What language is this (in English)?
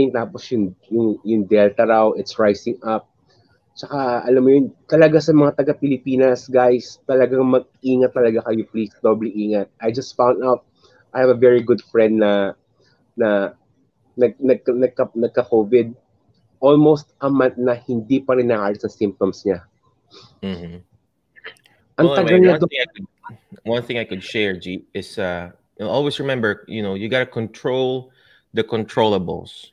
Filipino